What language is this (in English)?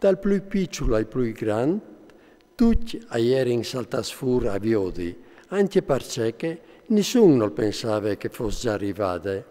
Friulian